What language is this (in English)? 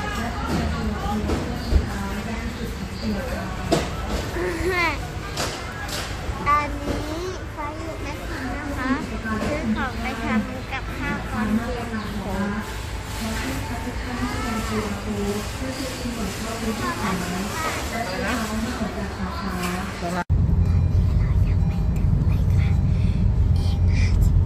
Thai